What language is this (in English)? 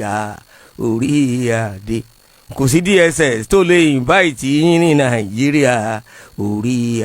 Yoruba